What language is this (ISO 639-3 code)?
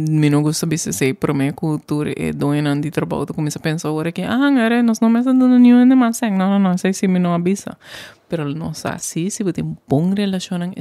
pap